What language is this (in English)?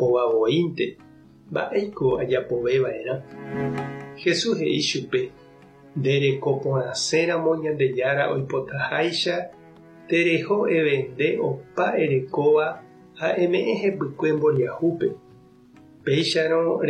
Guarani